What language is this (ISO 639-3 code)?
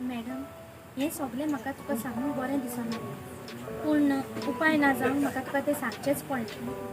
kok